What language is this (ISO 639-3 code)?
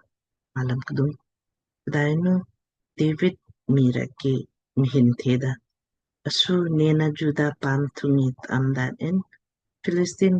lmk